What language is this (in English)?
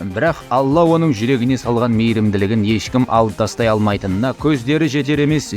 Kazakh